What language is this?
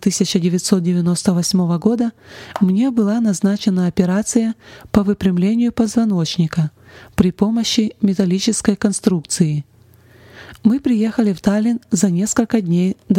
Russian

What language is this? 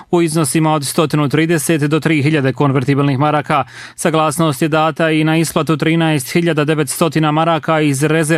Bosnian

